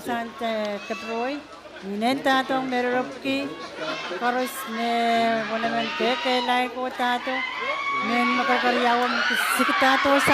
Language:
Pohnpeian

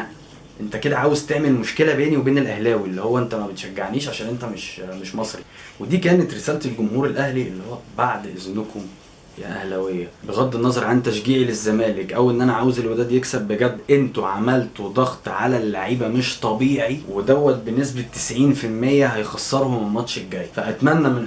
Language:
Egyptian Arabic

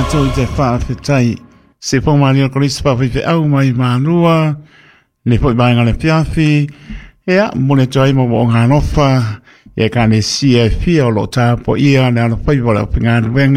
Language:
Samoan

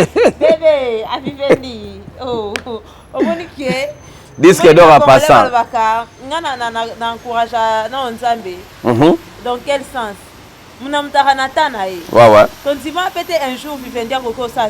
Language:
Lingala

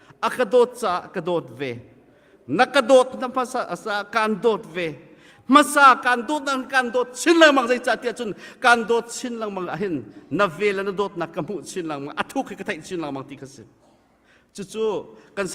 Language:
Hakha Chin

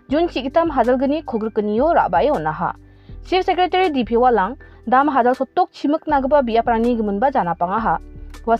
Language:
Garo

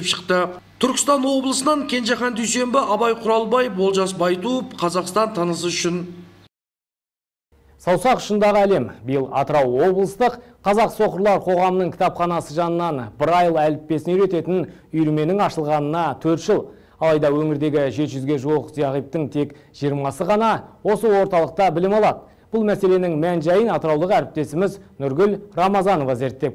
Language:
Kazakh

